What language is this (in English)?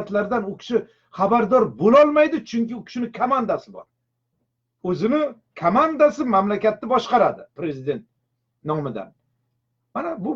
Uzbek